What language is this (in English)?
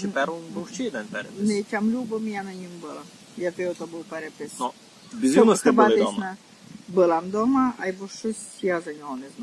Rusyn